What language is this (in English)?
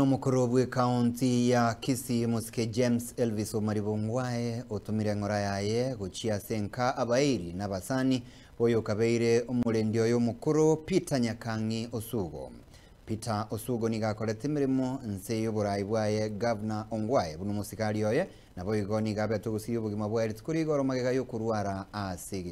Gusii